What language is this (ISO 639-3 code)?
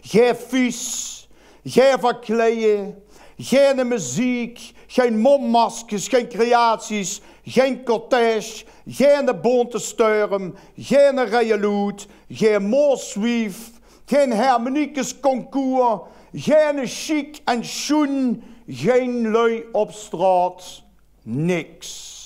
lim